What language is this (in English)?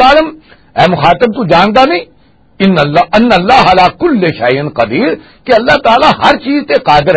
Western Panjabi